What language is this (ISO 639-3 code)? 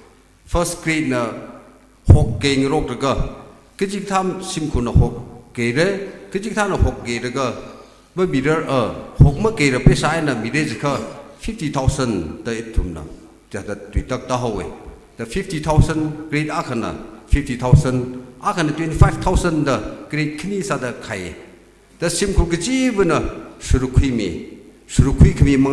nmf